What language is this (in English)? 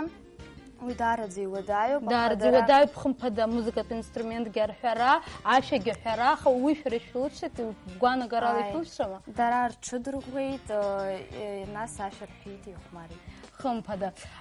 Abkhazian